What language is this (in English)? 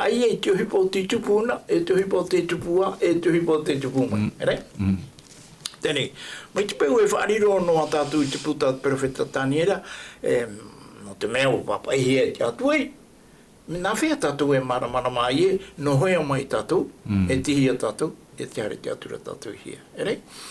Tahitian